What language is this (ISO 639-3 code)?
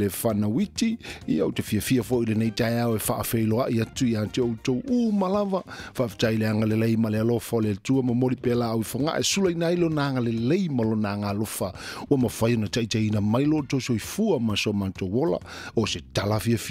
smo